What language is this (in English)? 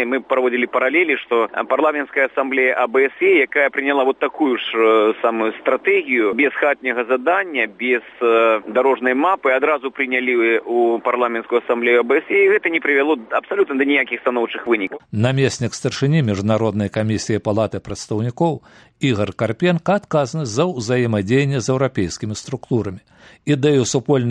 Belarusian